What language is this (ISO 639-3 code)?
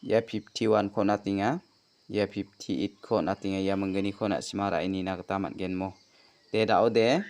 grt